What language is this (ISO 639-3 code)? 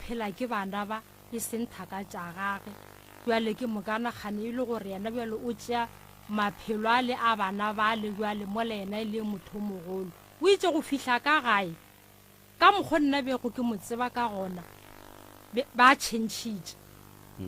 nso